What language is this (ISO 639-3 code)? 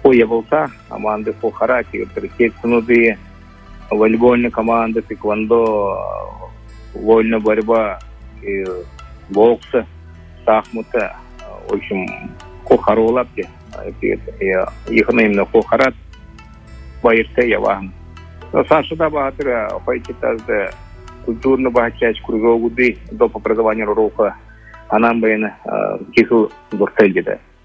bua